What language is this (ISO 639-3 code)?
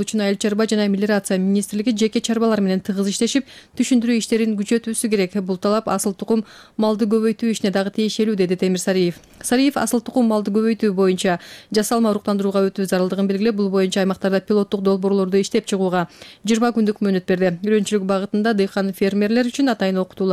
kir